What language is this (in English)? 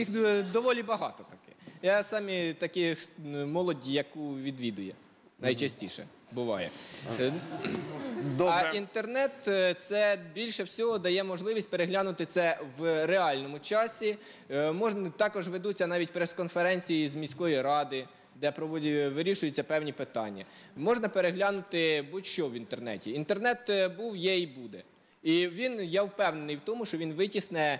Ukrainian